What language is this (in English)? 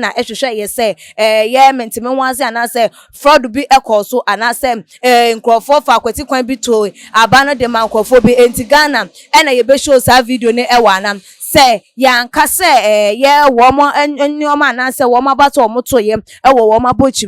Akan